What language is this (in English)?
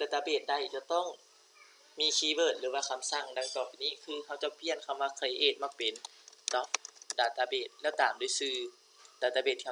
Lao